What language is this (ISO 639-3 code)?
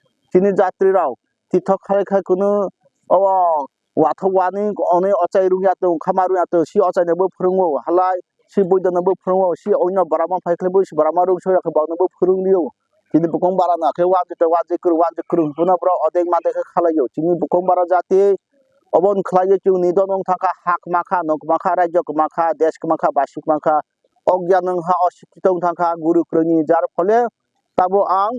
trp